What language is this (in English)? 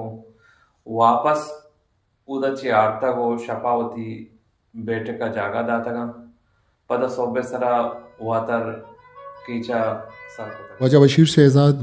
Eastern Balochi